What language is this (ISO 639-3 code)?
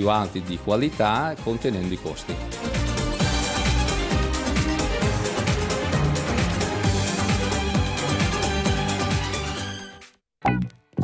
ita